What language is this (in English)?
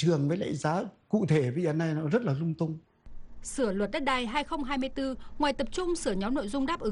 Vietnamese